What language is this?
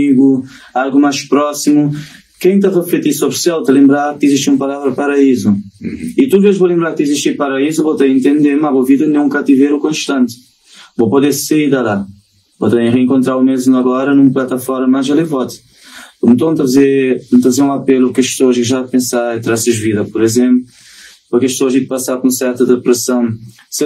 Kabuverdianu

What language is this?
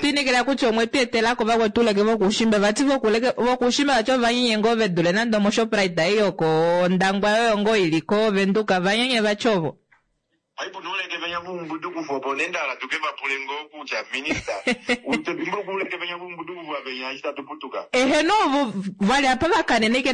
Kuanyama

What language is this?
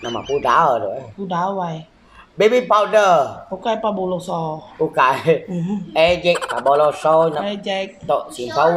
Iban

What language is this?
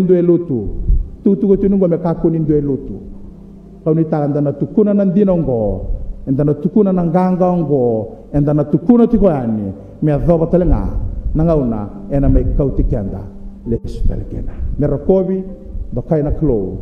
Fijian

